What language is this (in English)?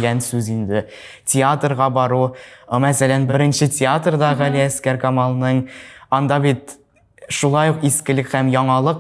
Tatar